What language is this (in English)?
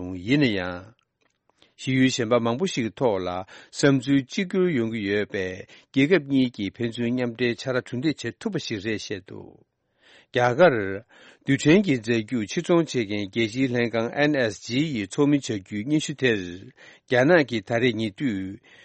Tibetan